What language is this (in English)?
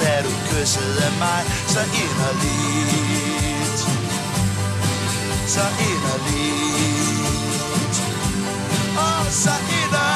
Danish